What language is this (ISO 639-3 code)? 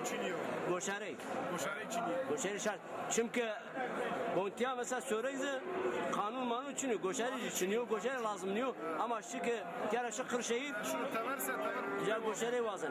zza